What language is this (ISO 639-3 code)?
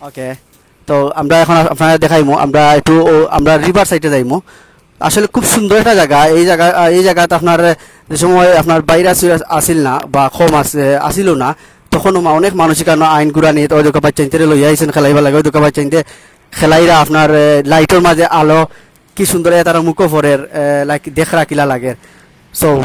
syl